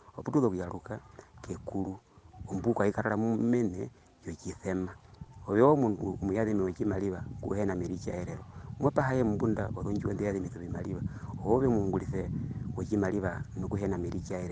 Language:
Herero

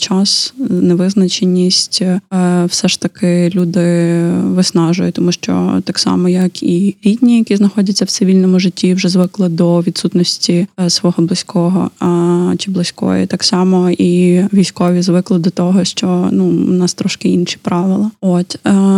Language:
Ukrainian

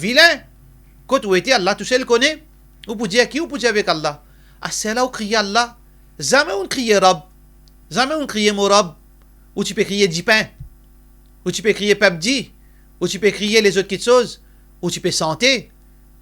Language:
Morisyen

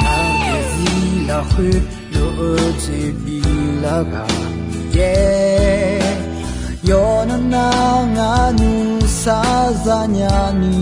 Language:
Akha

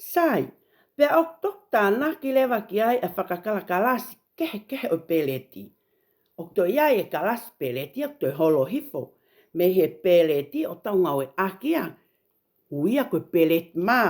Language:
Tongan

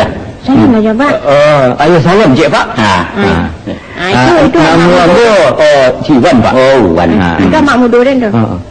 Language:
Minangkabau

